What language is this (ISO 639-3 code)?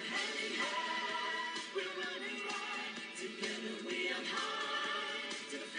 vie